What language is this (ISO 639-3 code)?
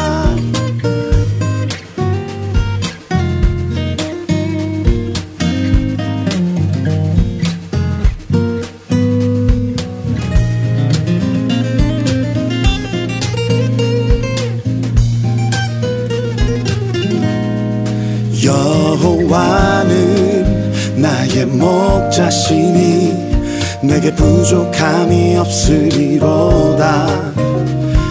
kor